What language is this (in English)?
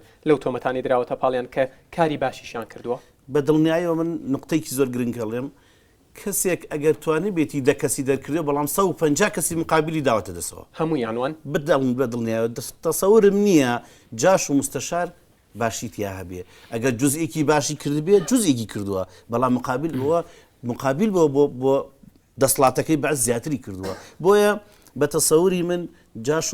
Central Kurdish